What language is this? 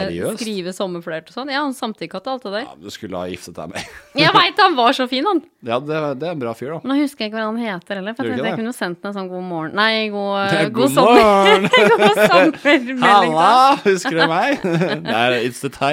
Norwegian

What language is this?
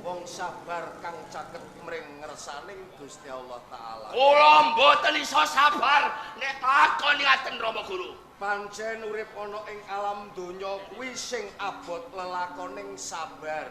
Javanese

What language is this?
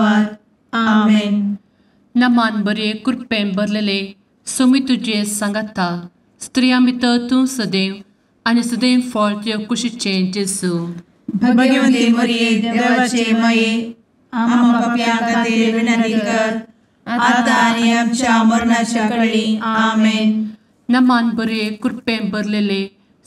Konkani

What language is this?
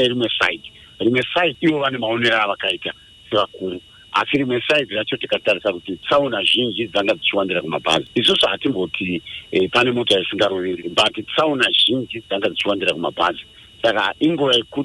Shona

